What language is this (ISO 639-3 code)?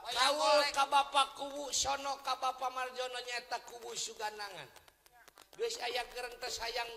sun